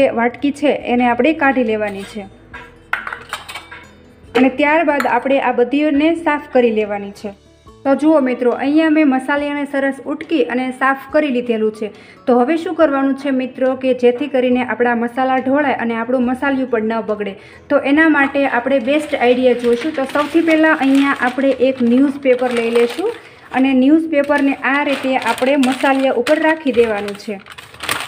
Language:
Gujarati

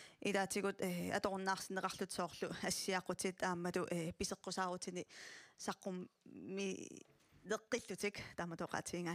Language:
Kalaallisut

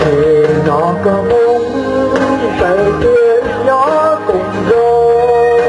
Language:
Hmong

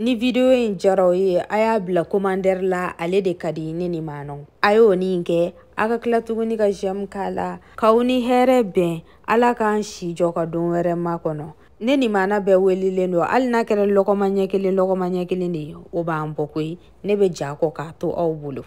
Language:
Bambara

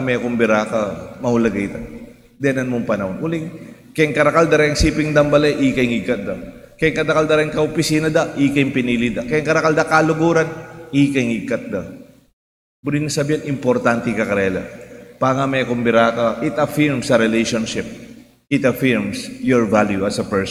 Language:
Pampanga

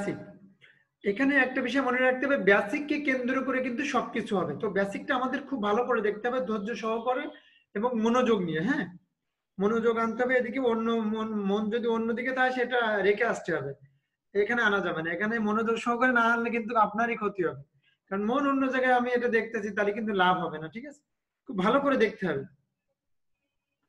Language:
Bangla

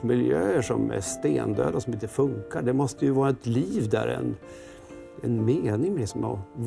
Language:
Swedish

